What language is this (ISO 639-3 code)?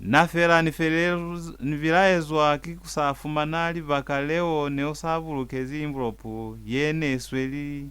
loz